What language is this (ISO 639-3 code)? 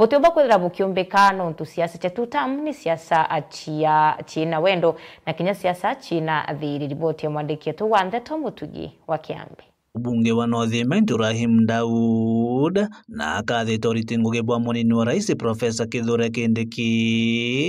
mer